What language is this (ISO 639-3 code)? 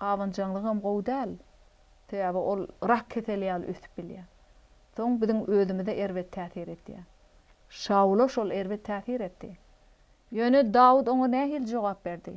tuk